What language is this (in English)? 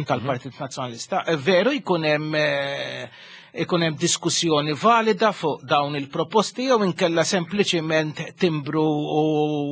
Maltese